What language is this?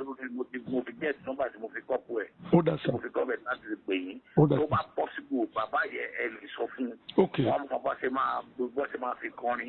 Yoruba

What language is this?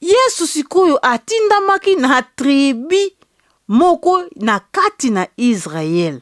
Lingala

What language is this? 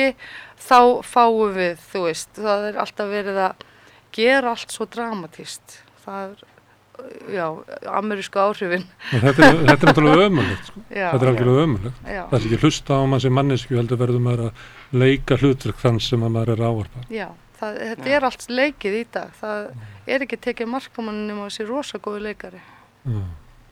Icelandic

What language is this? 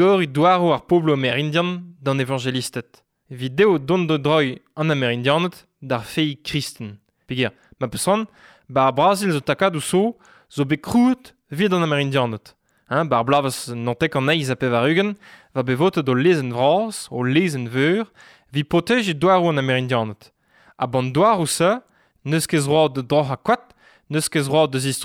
Breton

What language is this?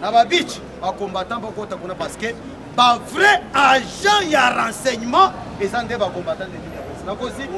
Lingala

